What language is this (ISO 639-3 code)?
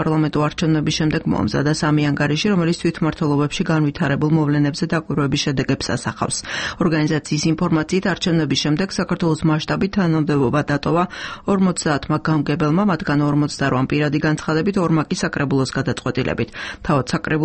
kat